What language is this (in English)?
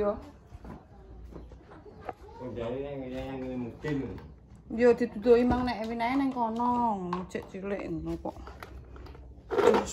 Javanese